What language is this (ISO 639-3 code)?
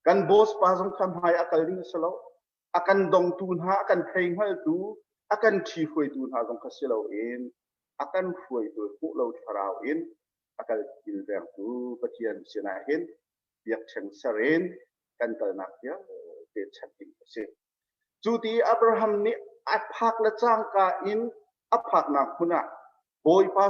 cnh